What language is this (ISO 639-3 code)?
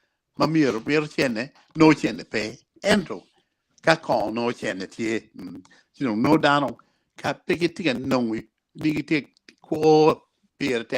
ach